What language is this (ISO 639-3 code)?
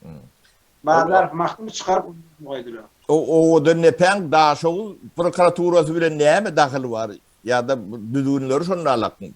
tuk